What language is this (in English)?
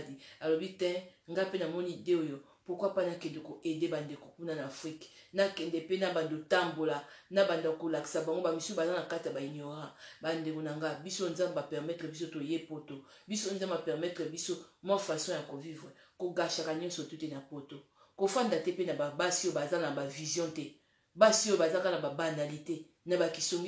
Lingala